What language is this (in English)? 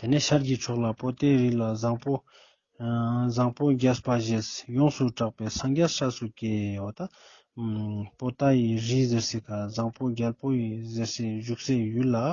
Ladakhi